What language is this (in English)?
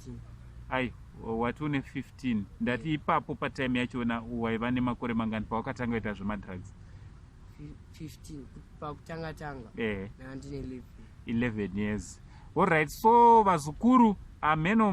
Shona